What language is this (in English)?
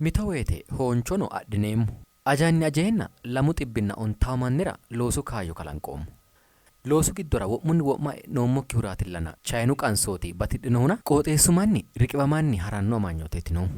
Sidamo